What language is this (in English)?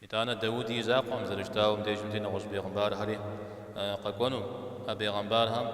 Kabardian